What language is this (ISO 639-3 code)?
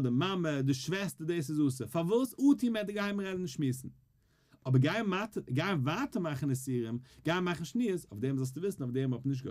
yid